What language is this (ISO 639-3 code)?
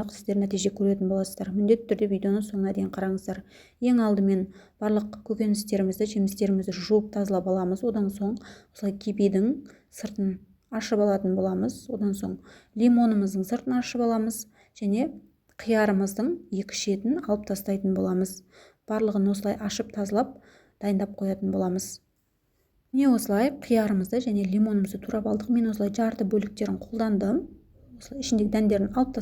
kaz